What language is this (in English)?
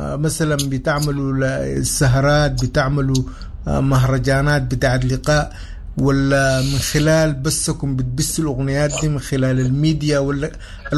Sudanese Arabic